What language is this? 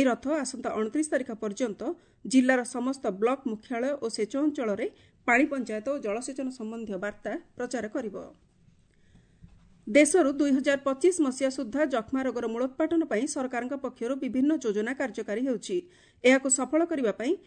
Odia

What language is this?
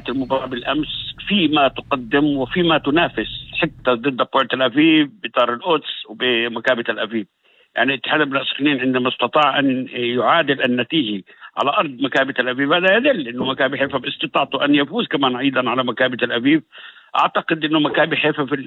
North Levantine Arabic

